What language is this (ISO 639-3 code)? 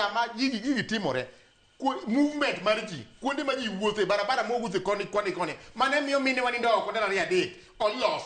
luo